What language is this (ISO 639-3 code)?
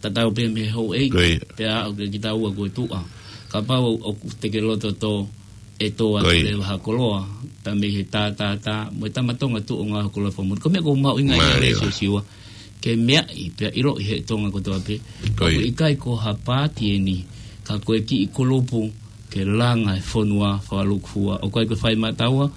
ton